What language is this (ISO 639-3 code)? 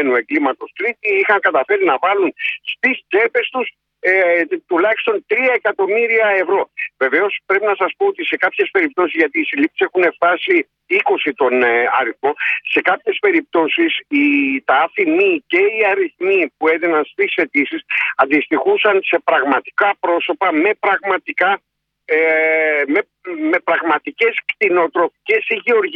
ell